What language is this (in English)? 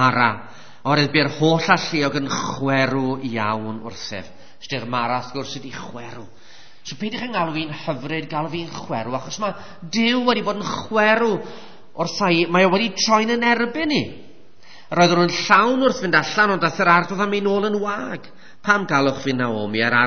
Welsh